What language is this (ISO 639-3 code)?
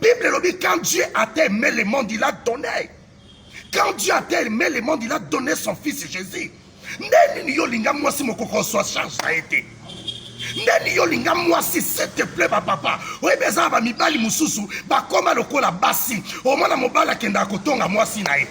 lin